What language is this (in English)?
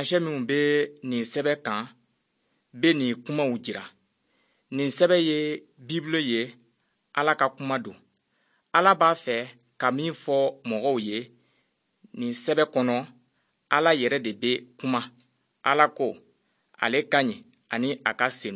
Bambara